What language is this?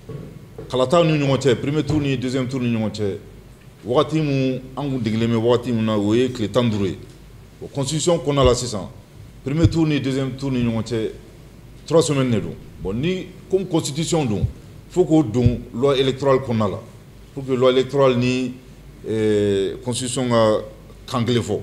Bambara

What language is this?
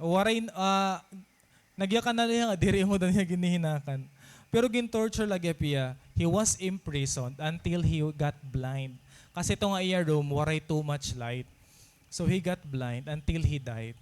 Waray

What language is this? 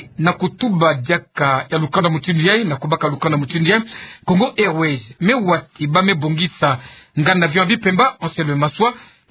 Kituba (Democratic Republic of Congo)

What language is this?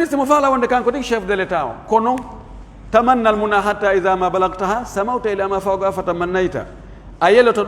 Pular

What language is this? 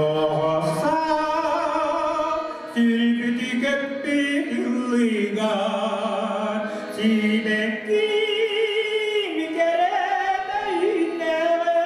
Yakut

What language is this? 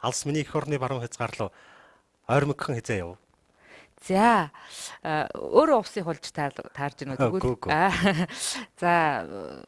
Mongolian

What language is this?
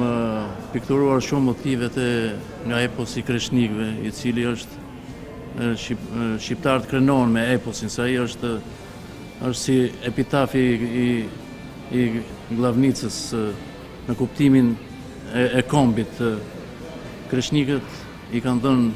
Albanian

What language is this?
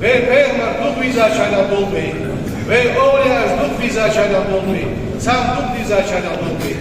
Ingush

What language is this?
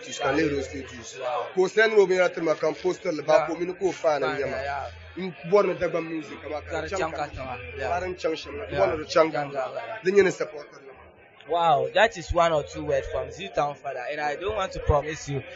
Dagbani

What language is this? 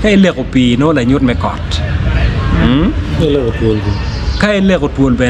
Acoli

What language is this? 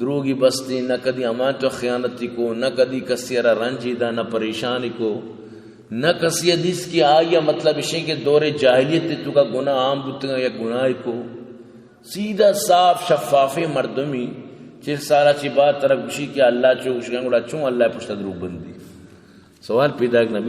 Baluchi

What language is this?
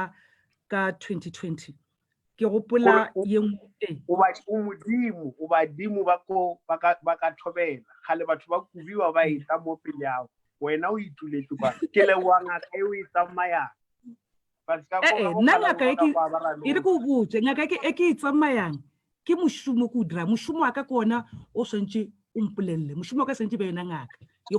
Northern Sotho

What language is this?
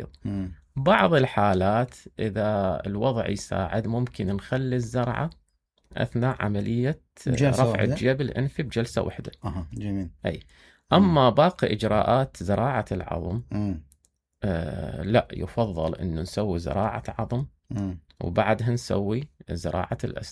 Mesopotamian Arabic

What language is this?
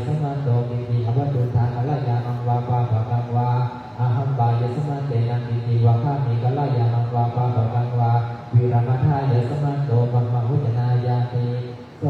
Pali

